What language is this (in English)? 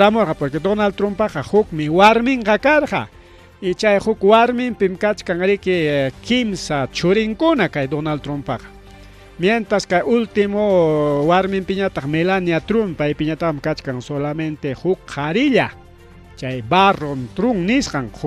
Ayacucho Quechua